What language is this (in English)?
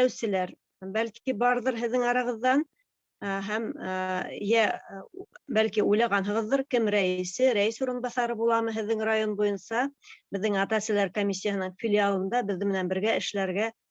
Bashkir